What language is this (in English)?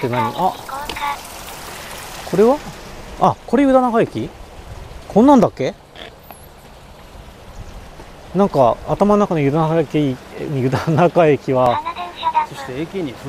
Japanese